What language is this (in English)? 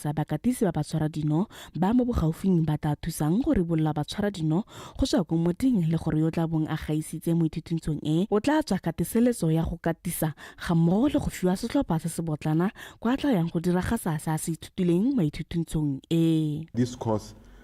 Tswana